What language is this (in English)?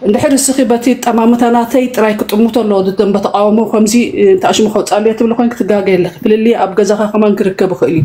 Tigrinya